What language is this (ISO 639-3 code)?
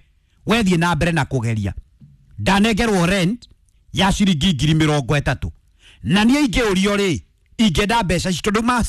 kik